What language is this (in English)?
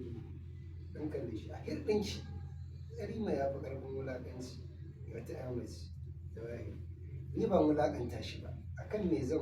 Hausa